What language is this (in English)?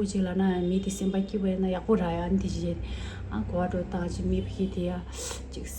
Tibetan